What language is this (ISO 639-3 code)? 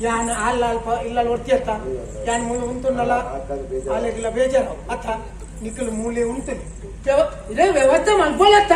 tcy